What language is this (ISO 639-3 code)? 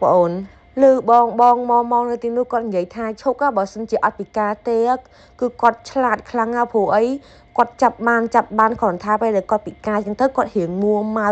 khm